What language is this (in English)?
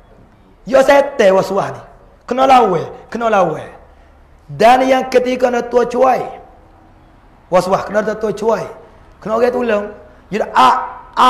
Pattani Malay